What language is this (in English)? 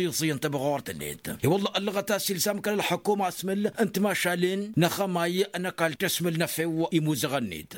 Tamasheq